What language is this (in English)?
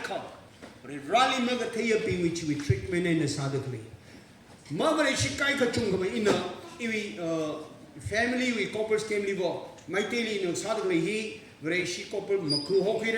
Tangkhul Naga (India)